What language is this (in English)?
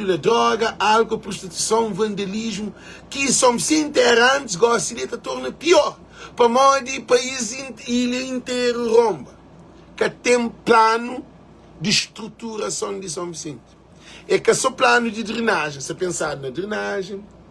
Kabuverdianu